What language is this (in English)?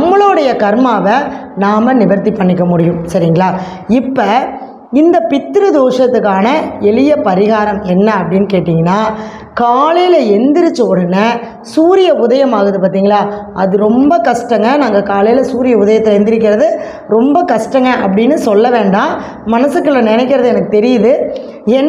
Tamil